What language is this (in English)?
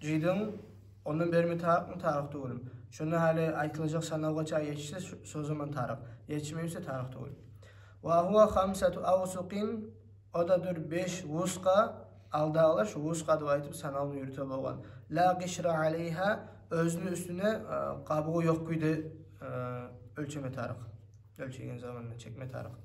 Kumyk